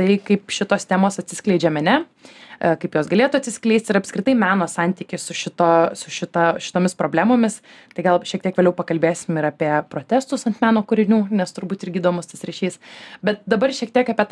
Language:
Lithuanian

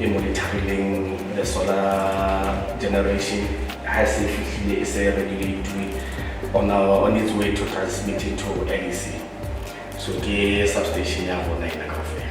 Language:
Southern Sotho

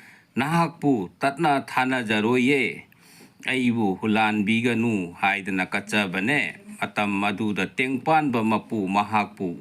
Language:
Manipuri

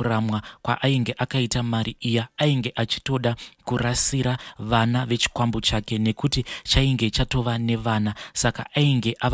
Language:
Shona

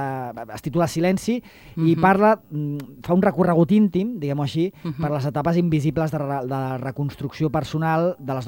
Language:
Catalan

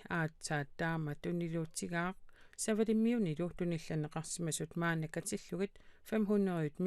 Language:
Kalaallisut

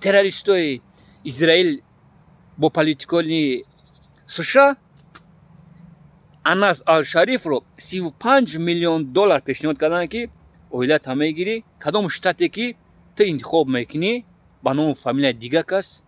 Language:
Tajik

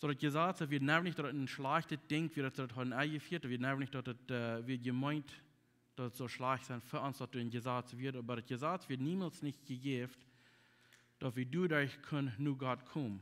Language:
Plautdietsch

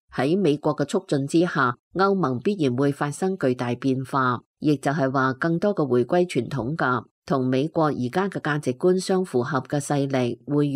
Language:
Cantonese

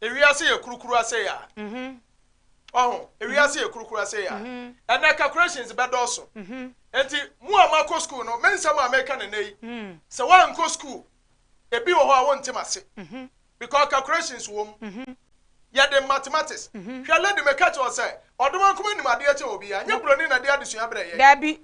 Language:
Akan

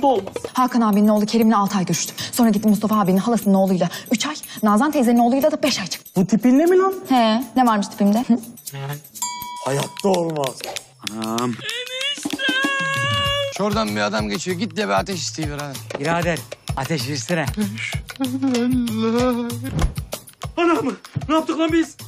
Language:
Turkish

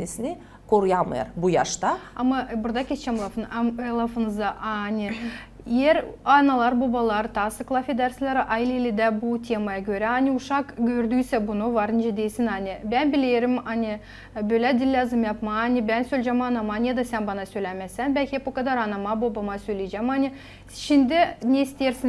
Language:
Gagauz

